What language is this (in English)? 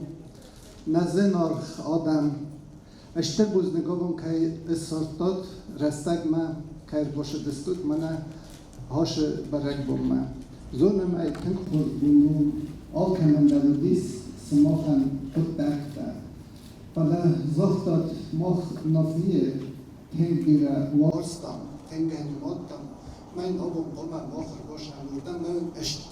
Ossetic